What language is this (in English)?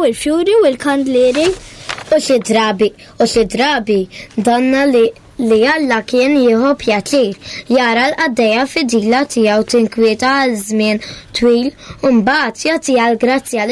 Maltese